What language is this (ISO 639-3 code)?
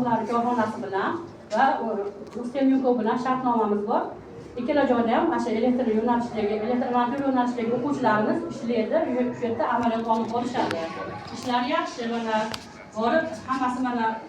uzb